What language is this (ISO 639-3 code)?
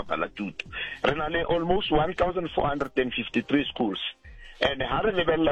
tsn